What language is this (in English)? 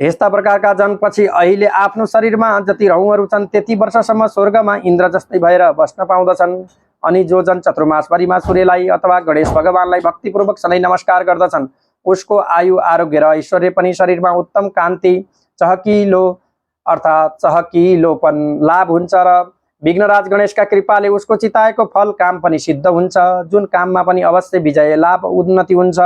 Nepali